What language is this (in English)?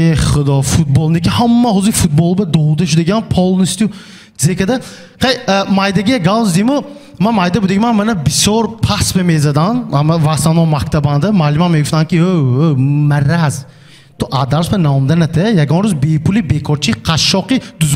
Tajik